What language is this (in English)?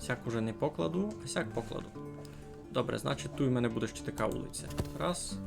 Rusyn